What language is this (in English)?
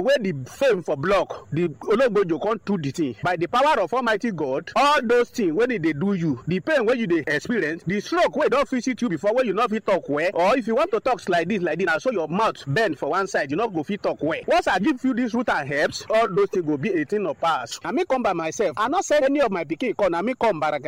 Nigerian Pidgin